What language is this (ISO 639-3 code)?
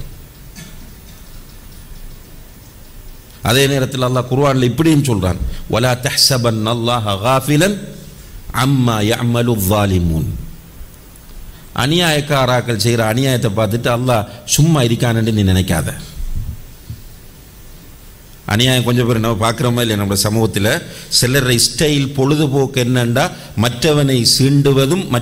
tam